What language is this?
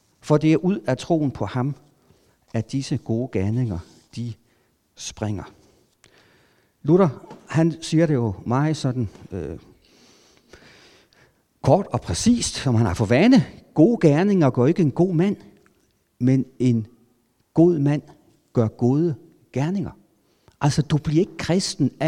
Danish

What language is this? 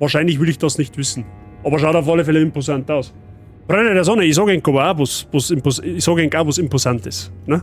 Bavarian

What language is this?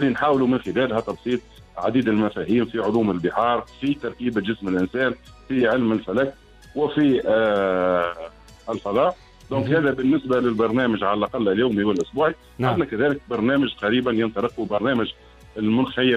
Tunisian Arabic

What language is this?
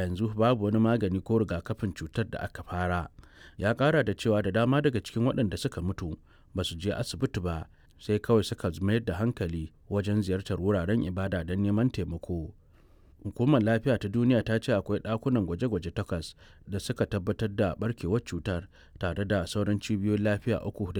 Hausa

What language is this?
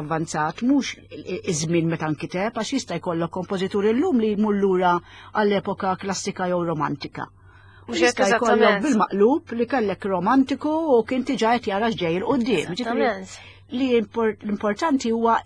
Maltese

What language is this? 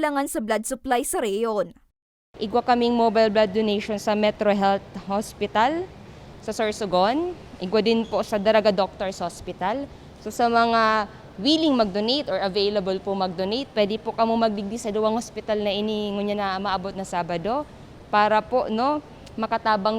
Bikol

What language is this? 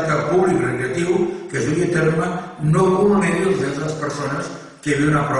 Catalan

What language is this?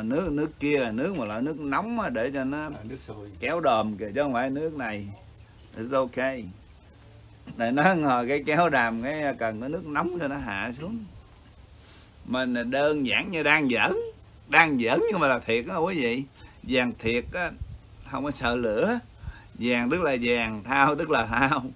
Vietnamese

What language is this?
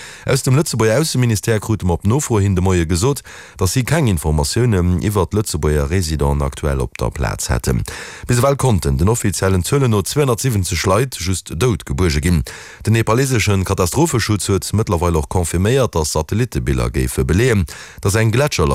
Luxembourgish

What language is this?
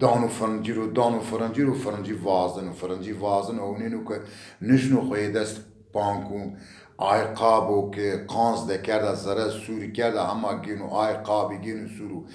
Zaza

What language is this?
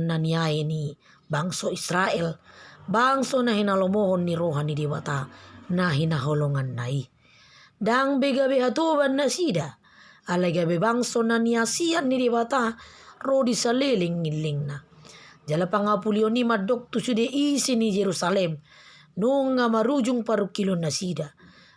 Batak Toba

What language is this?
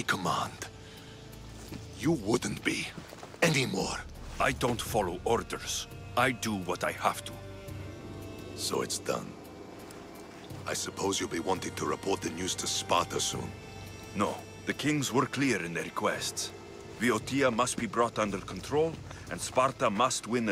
English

